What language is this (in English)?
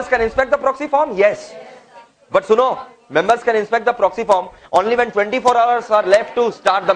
Hindi